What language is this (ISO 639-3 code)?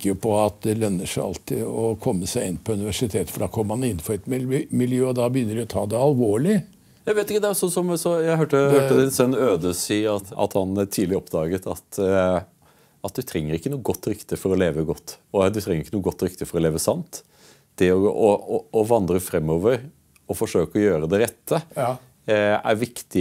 nor